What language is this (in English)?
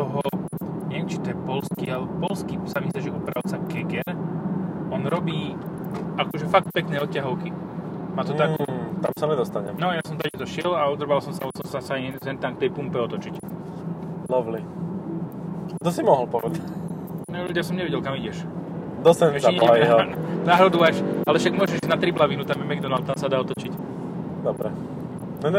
Slovak